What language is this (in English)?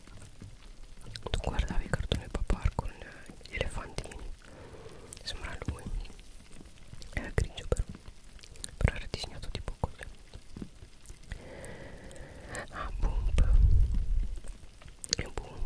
Italian